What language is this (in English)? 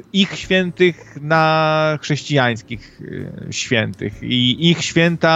Polish